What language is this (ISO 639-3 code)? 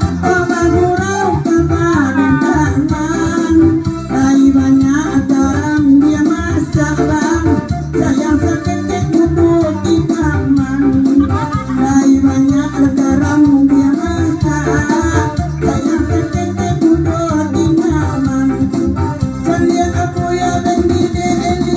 min